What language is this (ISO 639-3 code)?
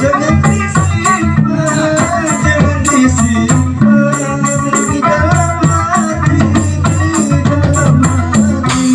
bjn